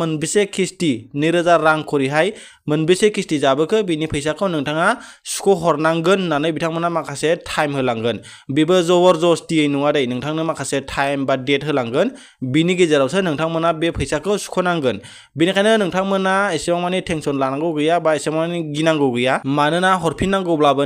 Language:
Bodo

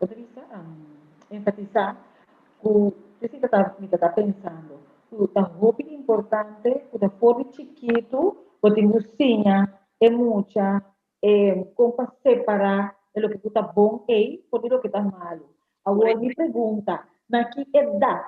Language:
Papiamento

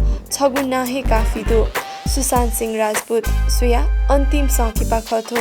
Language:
Newari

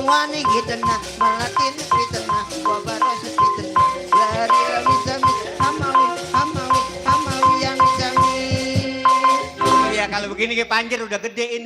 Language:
Betawi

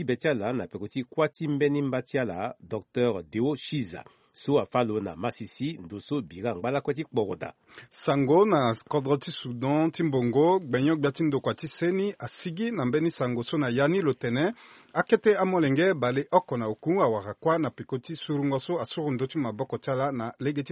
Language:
Sango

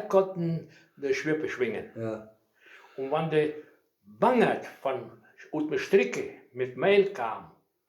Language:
Westphalien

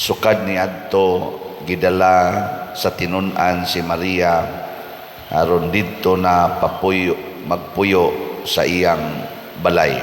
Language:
Cebuano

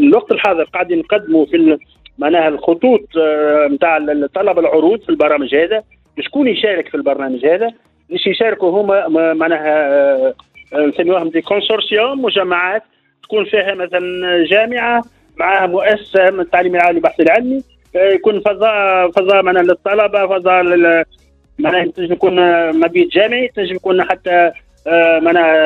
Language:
Tunisian Arabic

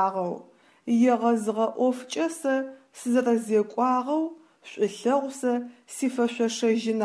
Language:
Adyghe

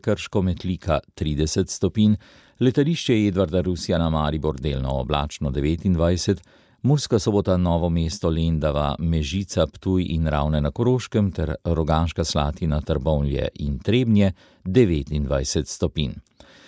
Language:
Slovenian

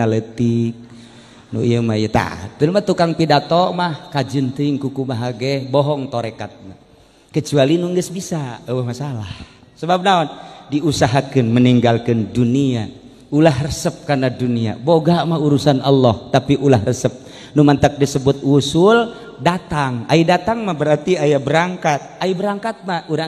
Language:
Sundanese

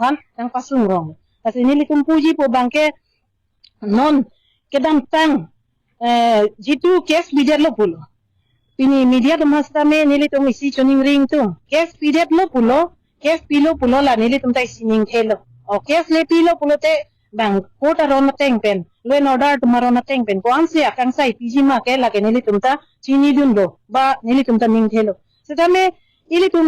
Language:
Karbi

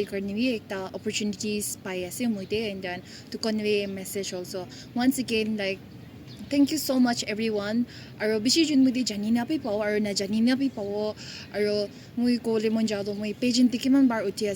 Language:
Naga Pidgin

